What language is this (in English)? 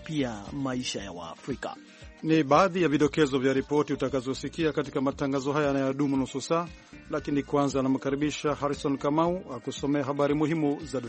Swahili